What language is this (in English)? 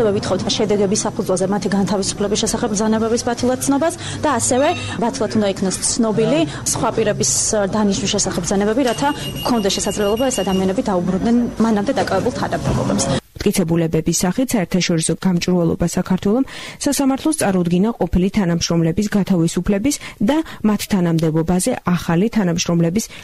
Georgian